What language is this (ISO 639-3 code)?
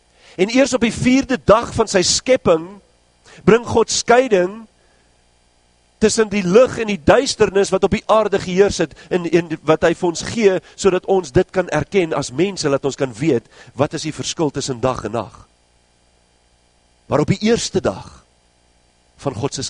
afr